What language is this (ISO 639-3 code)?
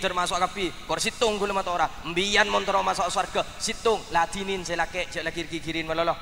mad